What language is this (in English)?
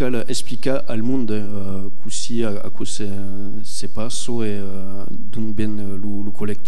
Occitan